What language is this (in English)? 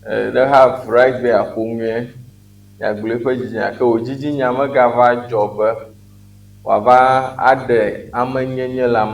Ewe